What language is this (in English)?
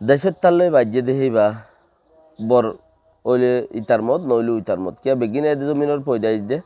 Rohingya